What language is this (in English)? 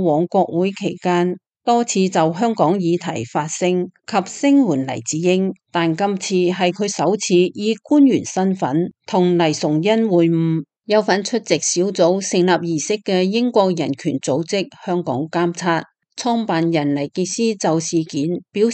Cantonese